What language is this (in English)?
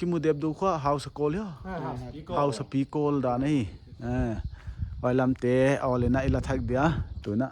Paite Chin